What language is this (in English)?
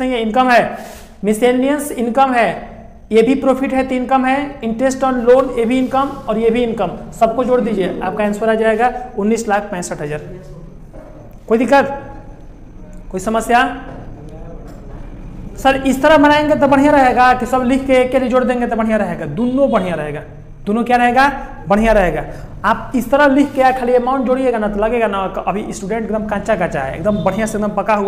Hindi